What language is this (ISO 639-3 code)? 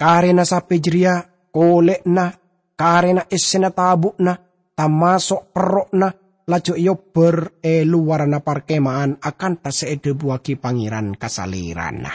mad